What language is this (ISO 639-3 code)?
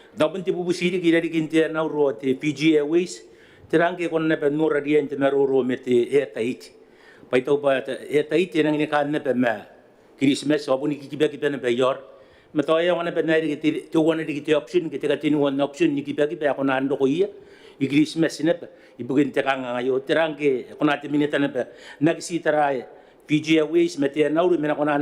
gil